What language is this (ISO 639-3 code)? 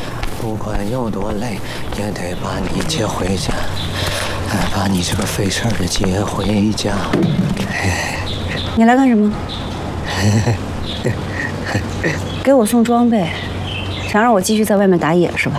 zho